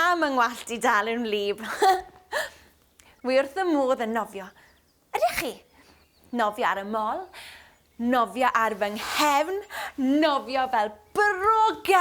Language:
Welsh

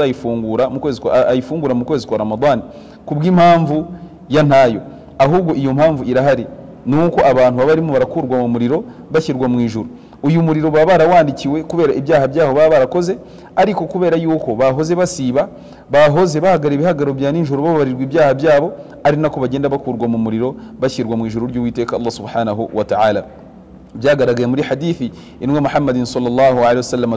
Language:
Kinyarwanda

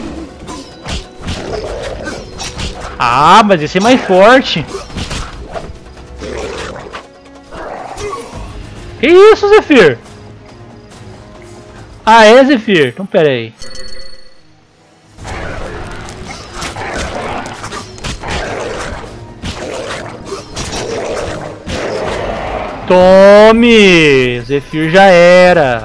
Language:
Portuguese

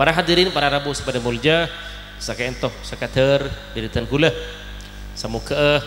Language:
Madurese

